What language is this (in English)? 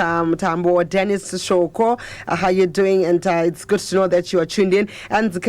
Shona